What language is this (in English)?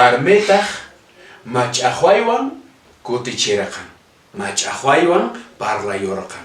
Quechua